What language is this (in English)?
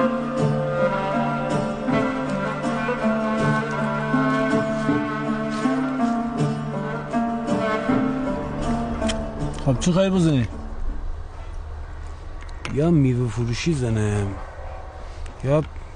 Persian